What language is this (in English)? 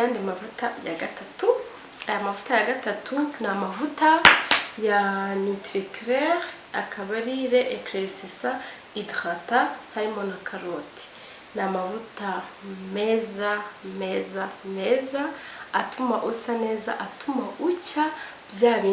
Kinyarwanda